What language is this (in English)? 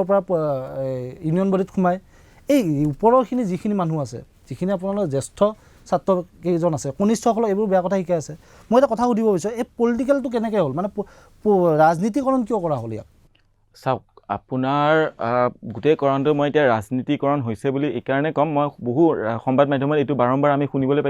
Assamese